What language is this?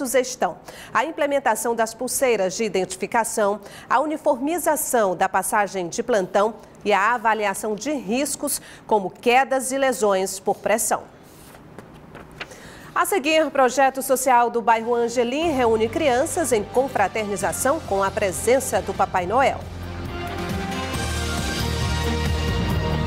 Portuguese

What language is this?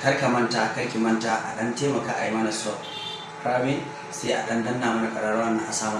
Hausa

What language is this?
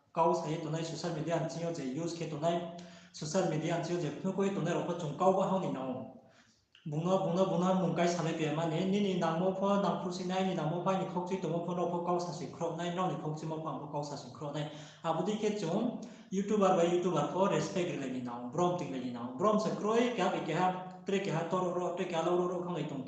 Riang (India)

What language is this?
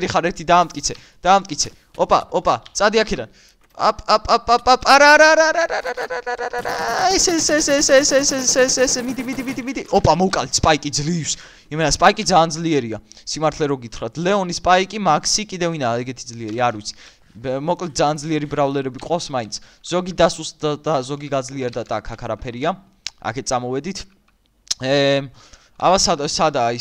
Georgian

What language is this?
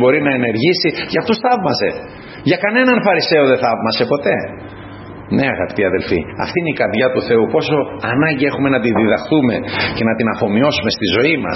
Greek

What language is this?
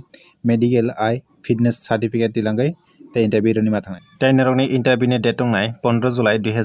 Kok Borok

